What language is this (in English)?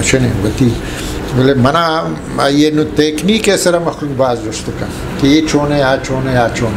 Eastern Balochi